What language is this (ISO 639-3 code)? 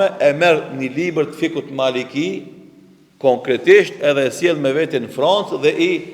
sqi